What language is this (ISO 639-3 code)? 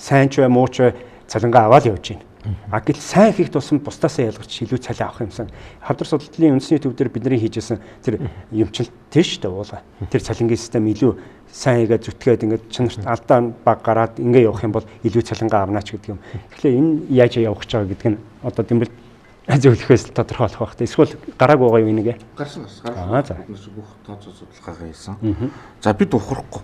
mon